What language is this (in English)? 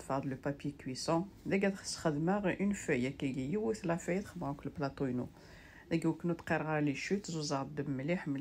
Kabyle